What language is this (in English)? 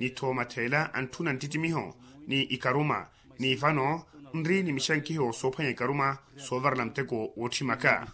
Makhuwa